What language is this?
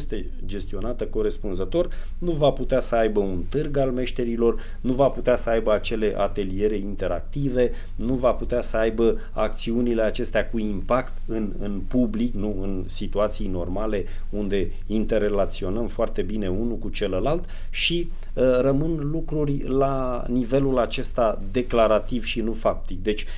Romanian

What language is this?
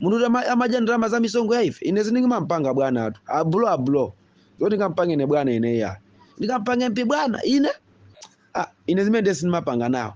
Nyanja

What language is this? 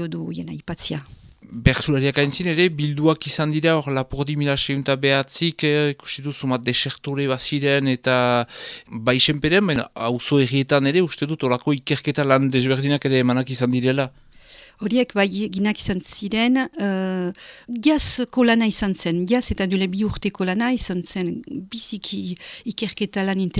Basque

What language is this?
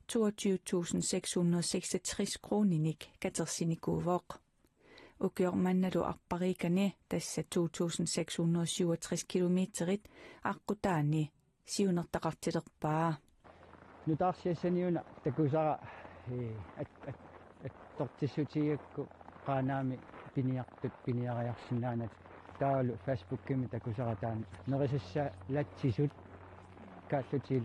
Kalaallisut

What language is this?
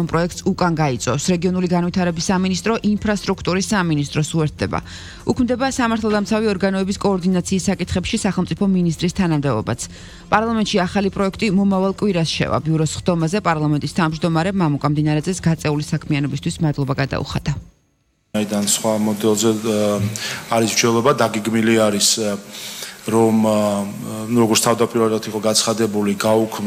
Georgian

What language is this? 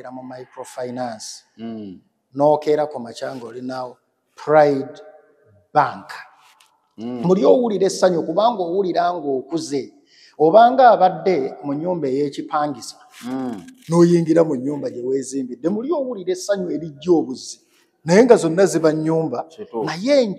Ganda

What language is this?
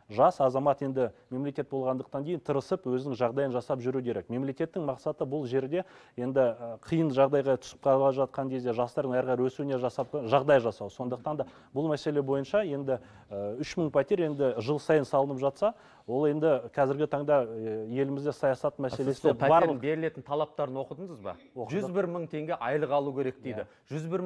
Kazakh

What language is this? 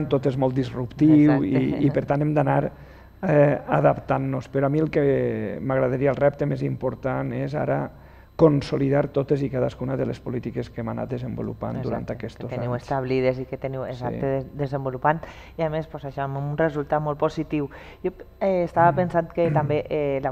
Catalan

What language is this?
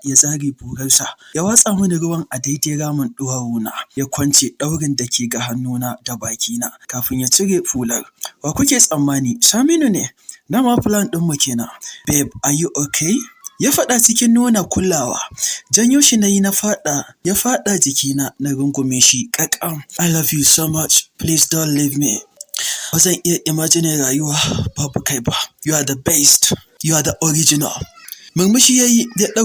Hausa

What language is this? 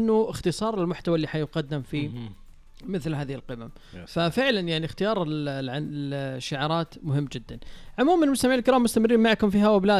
Najdi Arabic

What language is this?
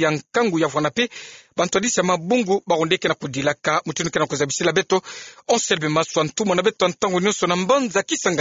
Kituba (Democratic Republic of Congo)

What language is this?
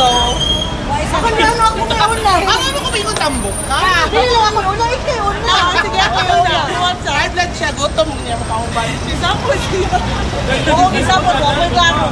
Cebuano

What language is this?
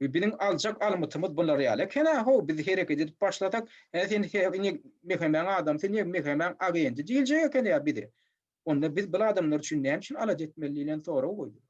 Turkmen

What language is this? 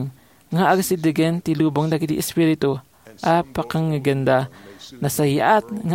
Iloko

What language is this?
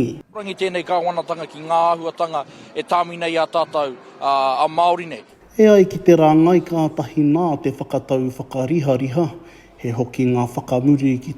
Māori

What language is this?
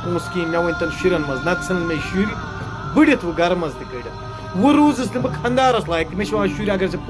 Kashmiri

